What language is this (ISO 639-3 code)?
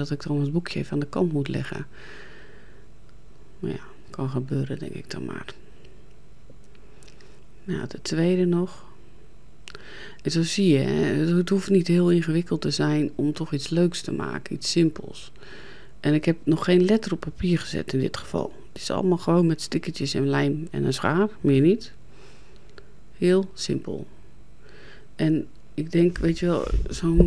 nld